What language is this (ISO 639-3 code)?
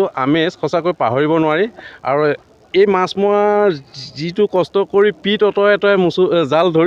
asm